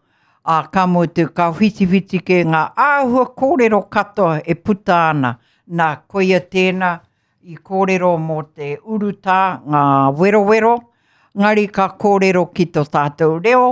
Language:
Māori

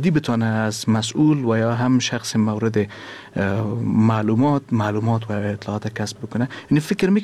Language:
Persian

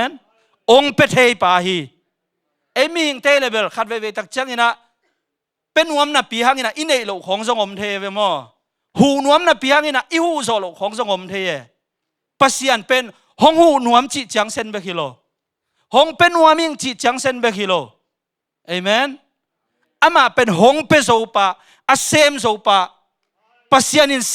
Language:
Tedim Chin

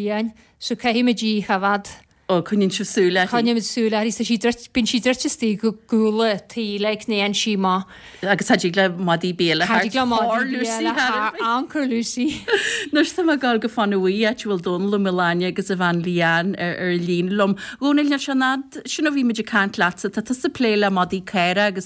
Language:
Irish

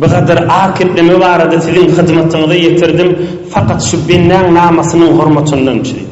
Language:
Turkmen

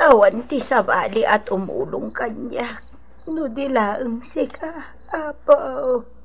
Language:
Iloko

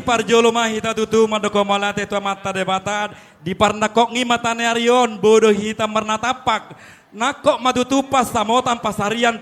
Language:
Batak Toba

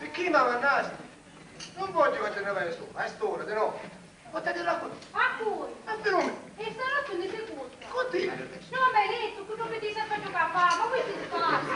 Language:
Sicilian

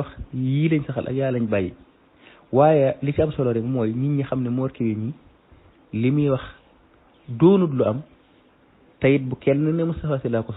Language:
Wolof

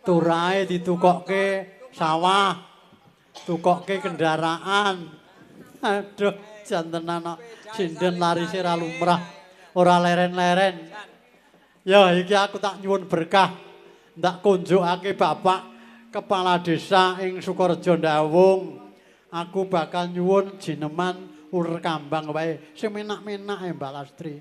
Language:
Javanese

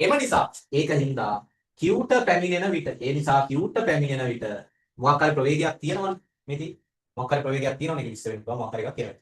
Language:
Sinhala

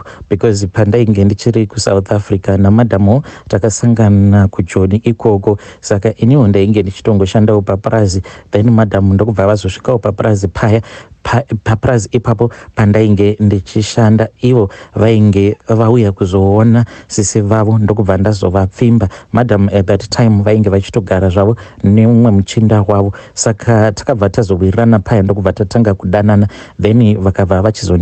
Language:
Shona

